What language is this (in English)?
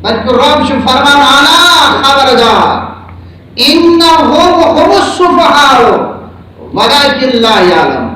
Kashmiri